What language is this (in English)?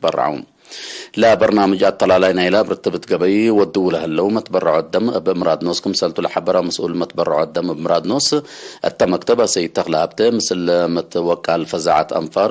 Tigre